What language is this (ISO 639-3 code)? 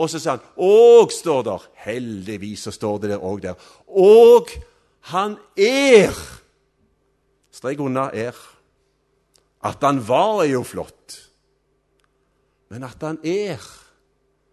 nor